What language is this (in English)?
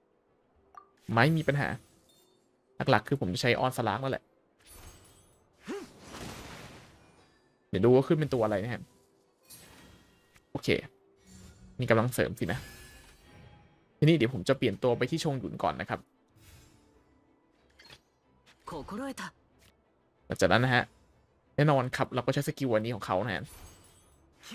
Thai